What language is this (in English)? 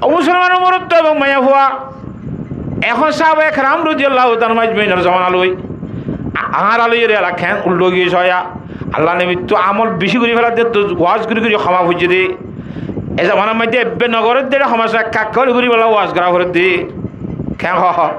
Rohingya